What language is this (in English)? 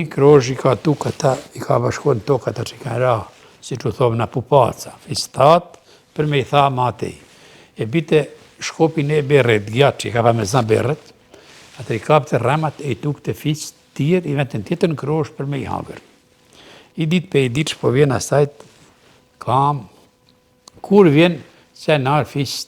Albanian